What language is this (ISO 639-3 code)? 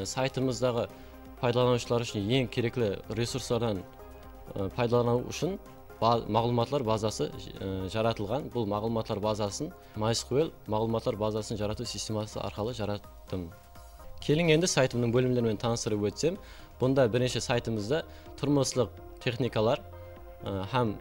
kaa